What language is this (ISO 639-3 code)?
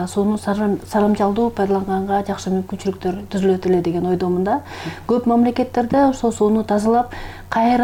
kir